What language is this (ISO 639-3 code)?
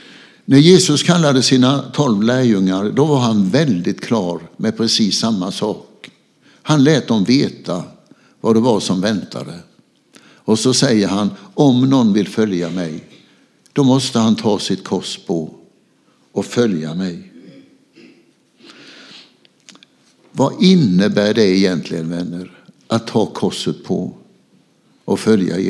swe